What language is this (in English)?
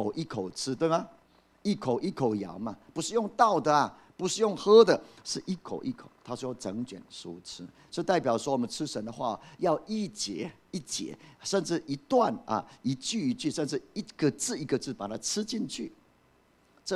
Chinese